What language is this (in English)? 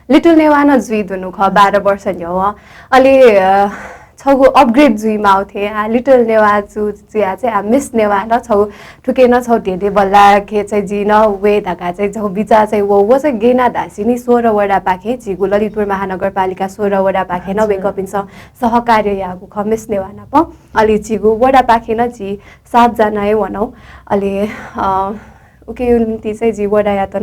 Newari